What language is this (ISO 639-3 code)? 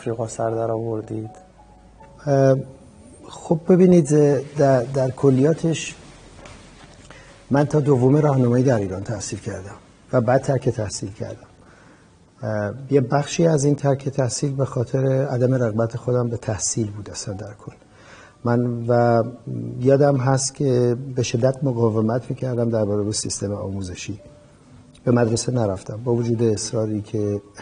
fas